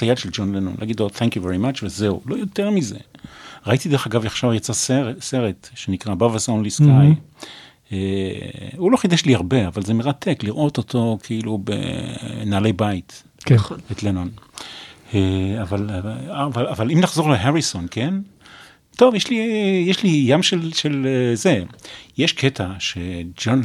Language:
Hebrew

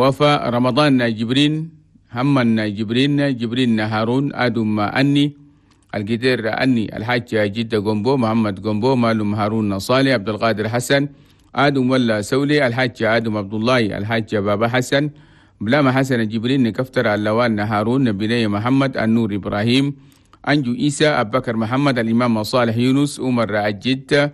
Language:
Chadian Arabic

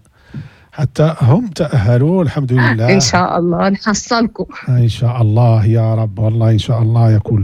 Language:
Moroccan Arabic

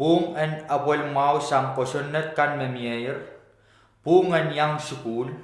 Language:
Pohnpeian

